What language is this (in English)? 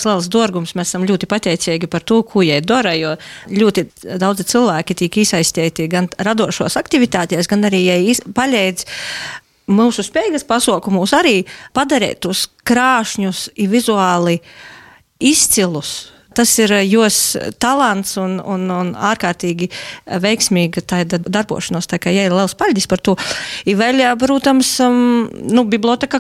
Latvian